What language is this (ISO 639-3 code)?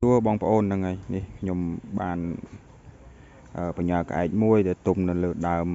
khm